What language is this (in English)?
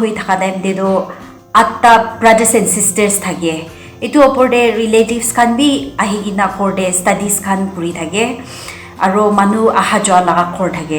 Konyak Naga